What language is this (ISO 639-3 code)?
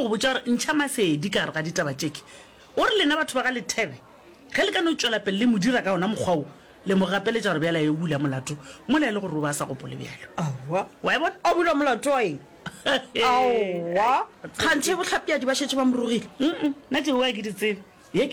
nso